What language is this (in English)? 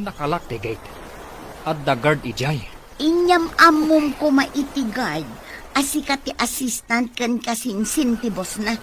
Iloko